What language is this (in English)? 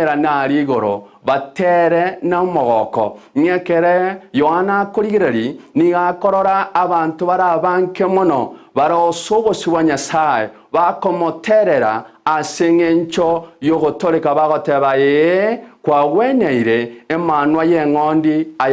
Gusii